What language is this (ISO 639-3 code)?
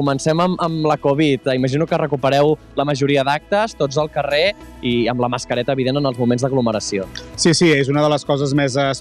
cat